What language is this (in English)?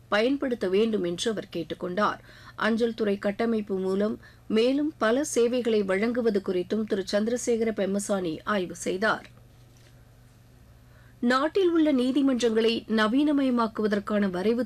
Tamil